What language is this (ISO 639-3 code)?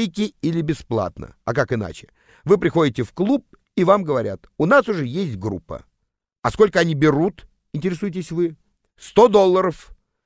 rus